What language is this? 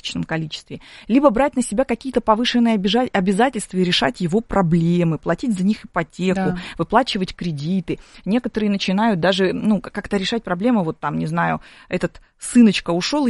Russian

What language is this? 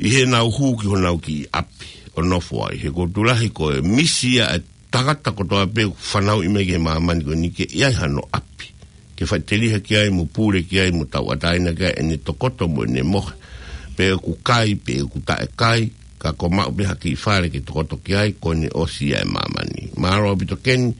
Tongan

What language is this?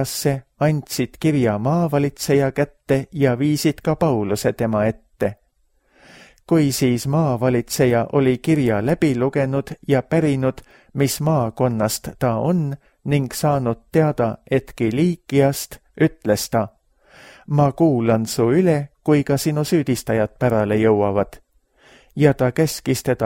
Estonian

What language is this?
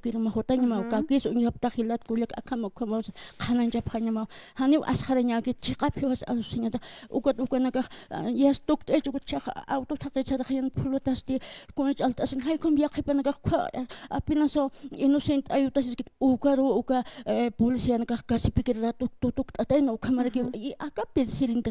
Aymara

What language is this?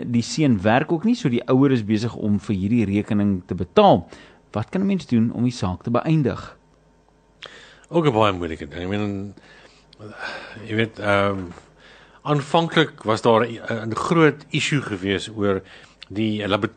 Afrikaans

